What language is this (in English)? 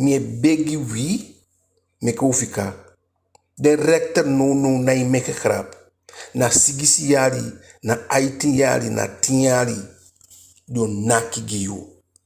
Eastern Maroon Creole